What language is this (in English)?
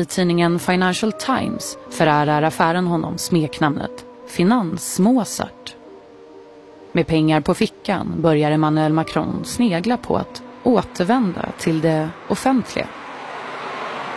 Swedish